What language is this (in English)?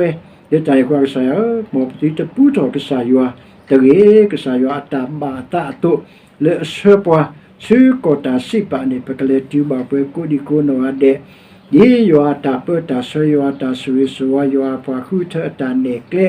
S'gaw Karen